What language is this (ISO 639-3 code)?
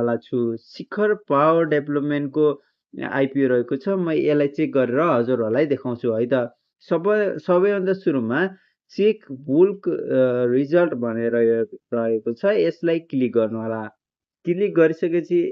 nep